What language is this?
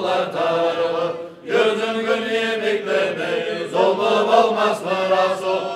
Kumyk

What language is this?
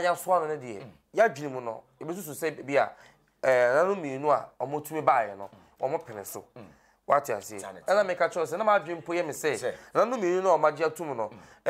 Akan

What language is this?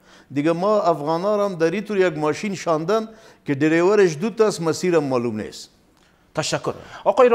Persian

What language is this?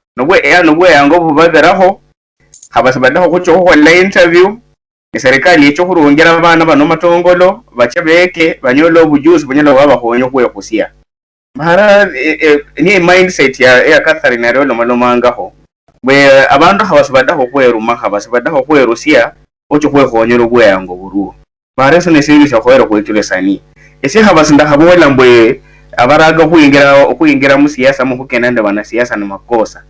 Luyia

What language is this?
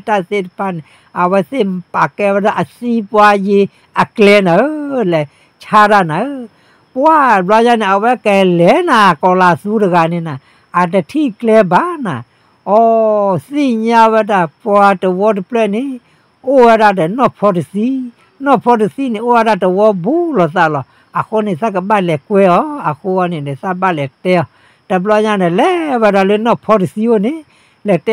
S'gaw Karen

